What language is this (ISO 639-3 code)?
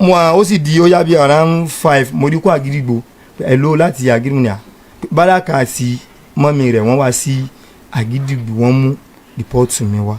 yor